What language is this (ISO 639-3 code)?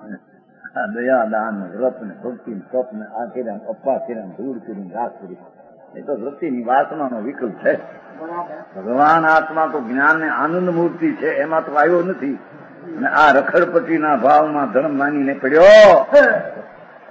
guj